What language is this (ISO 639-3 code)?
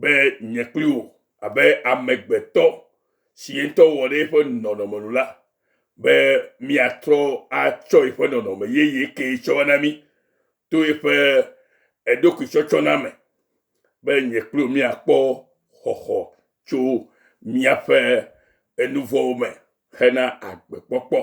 ewe